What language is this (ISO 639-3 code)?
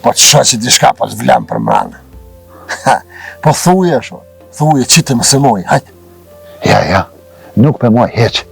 sqi